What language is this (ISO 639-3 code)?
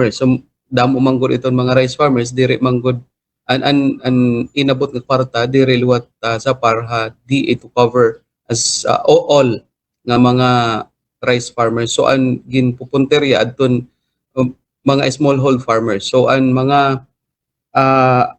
war